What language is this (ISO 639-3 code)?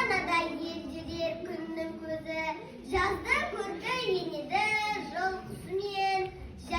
kaz